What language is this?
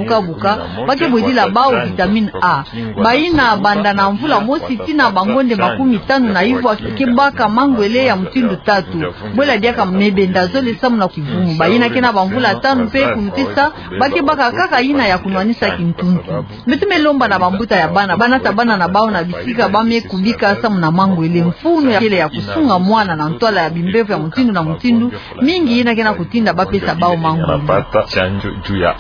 Kituba (Democratic Republic of Congo)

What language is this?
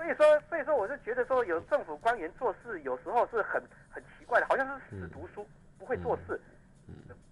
Chinese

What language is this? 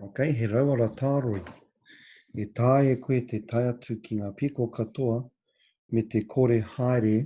Māori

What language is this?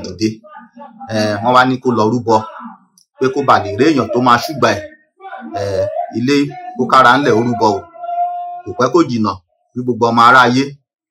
Yoruba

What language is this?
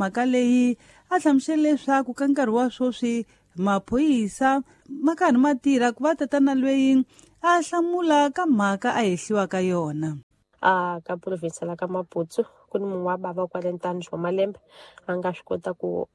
Tsonga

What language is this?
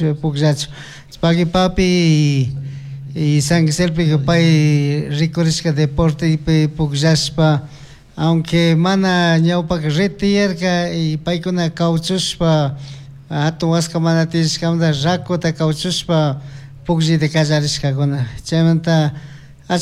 Chimborazo Highland Quichua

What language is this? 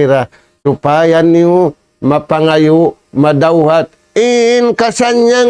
Tausug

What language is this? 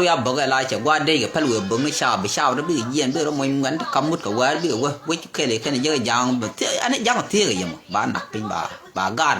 Nuer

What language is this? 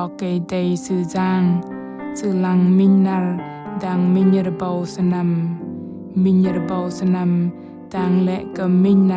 Bahnar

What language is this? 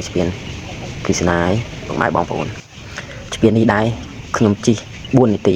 Khmer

